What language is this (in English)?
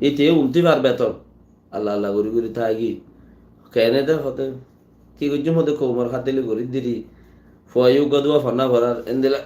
Rohingya